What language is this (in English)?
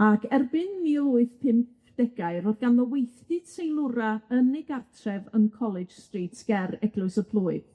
Welsh